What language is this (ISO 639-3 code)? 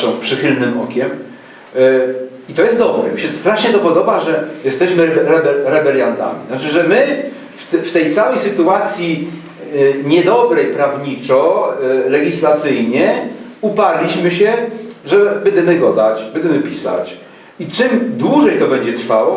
szl